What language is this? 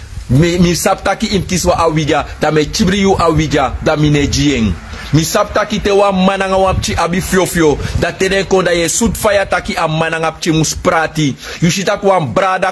Sranan Tongo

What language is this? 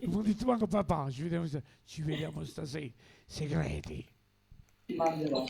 Neapolitan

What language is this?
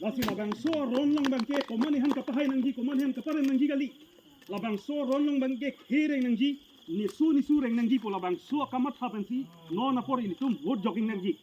Karbi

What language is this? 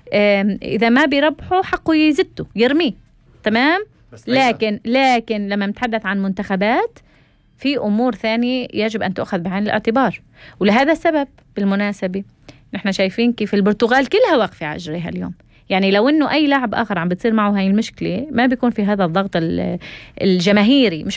North Levantine Arabic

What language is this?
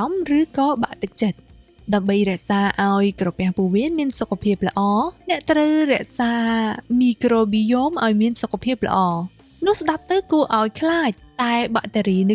Khmer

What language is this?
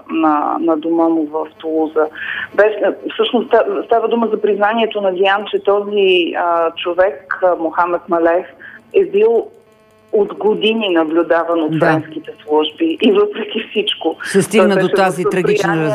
Bulgarian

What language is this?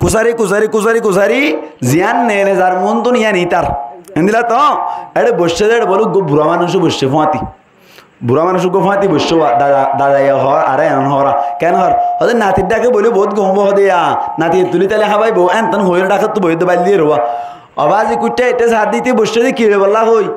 Rohingya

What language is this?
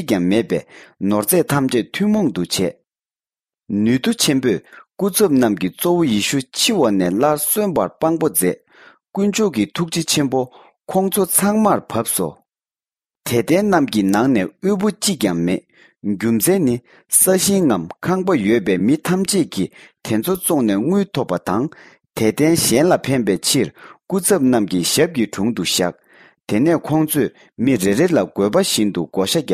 Tibetan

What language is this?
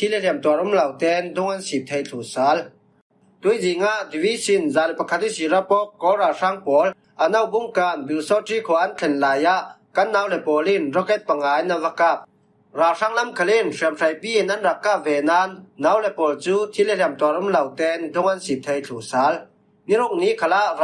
Falam Chin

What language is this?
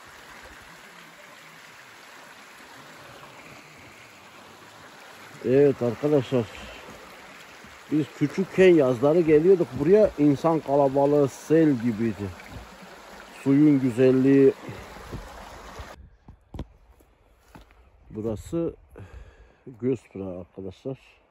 Turkish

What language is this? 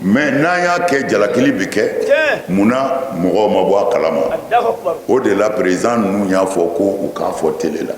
Bambara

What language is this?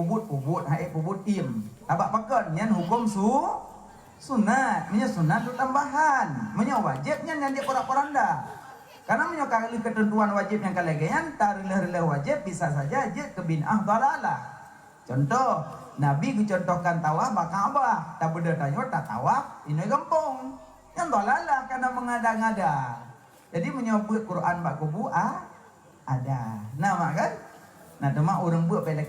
Achinese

